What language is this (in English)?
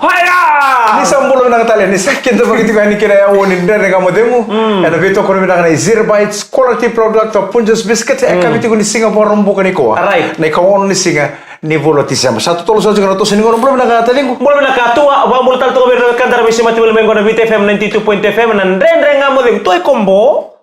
Fijian